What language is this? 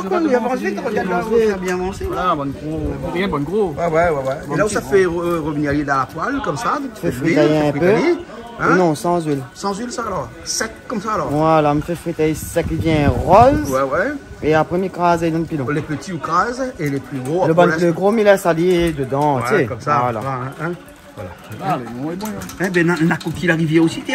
Réunion Creole French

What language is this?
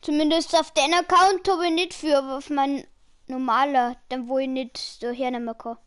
Bavarian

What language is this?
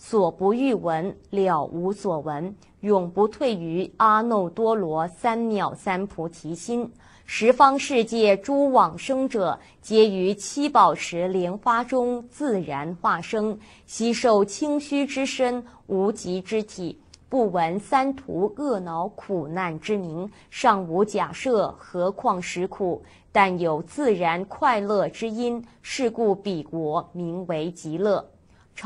Chinese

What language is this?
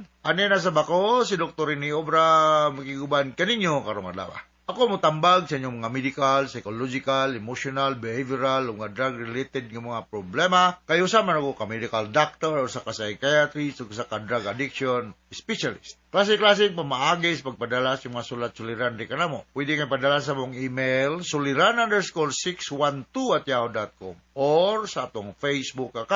Cebuano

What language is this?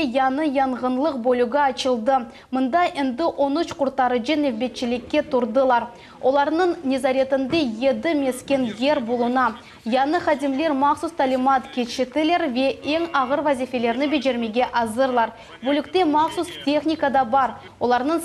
Crimean Tatar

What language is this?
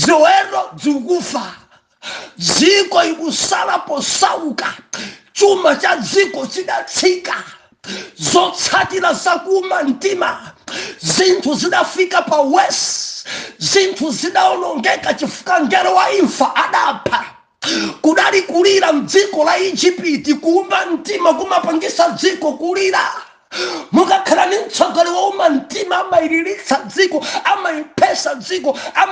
Nyanja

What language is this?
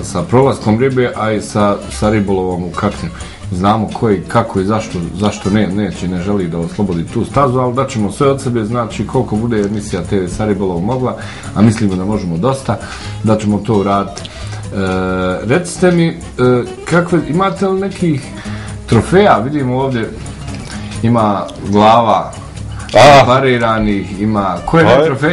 Bosnian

